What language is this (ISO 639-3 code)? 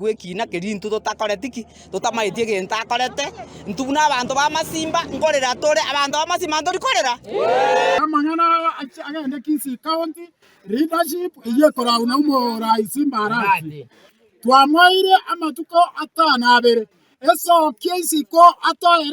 guz